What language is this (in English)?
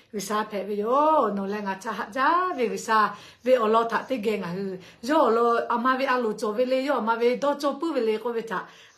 Lahu